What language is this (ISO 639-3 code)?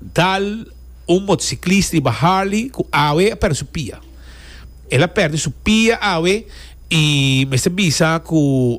pap